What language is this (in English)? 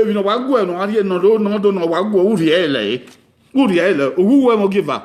Bini